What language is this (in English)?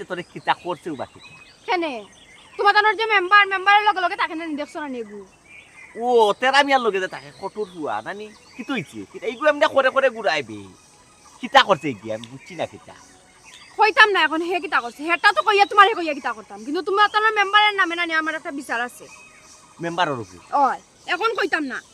Sylheti